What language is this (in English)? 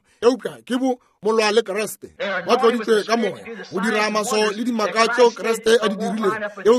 Northern Sotho